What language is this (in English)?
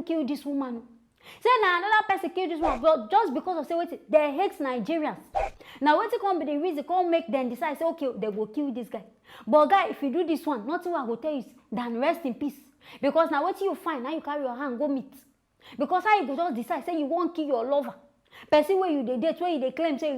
Nigerian Pidgin